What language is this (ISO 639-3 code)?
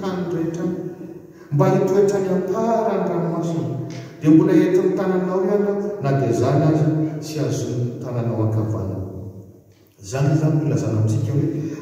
mlg